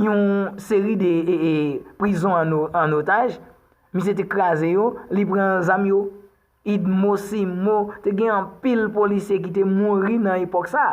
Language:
Haitian Creole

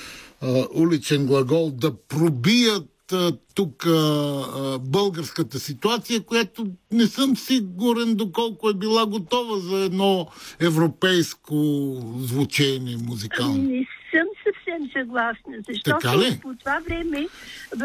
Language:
Bulgarian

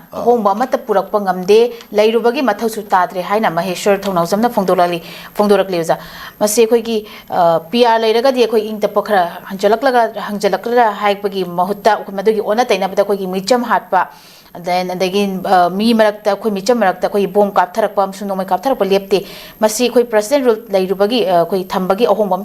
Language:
Manipuri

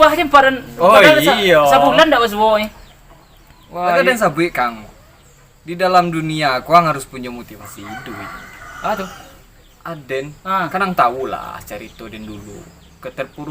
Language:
Minangkabau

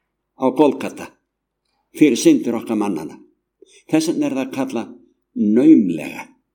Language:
Icelandic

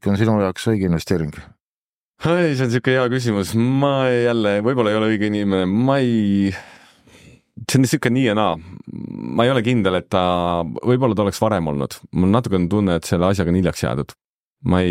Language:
Estonian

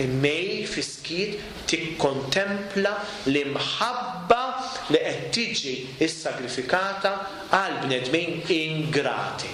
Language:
Maltese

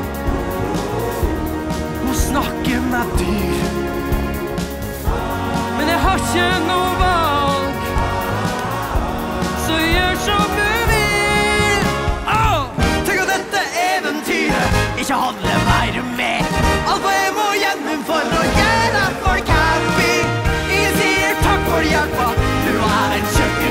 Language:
Norwegian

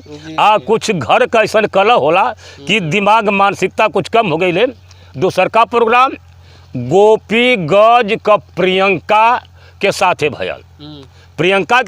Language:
Bhojpuri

